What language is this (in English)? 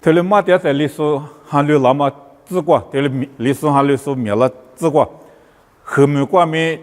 Lisu